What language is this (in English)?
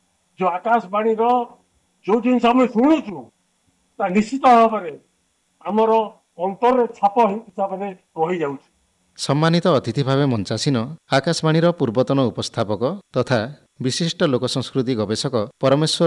Odia